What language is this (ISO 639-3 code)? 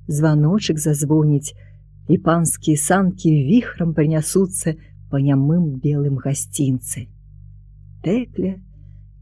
bel